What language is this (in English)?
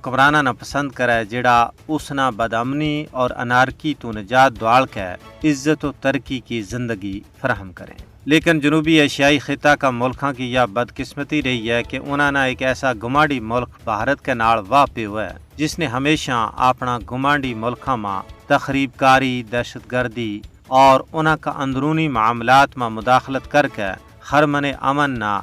Gujari